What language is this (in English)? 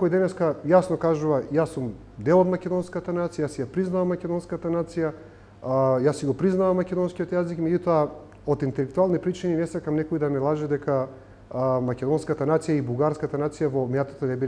Macedonian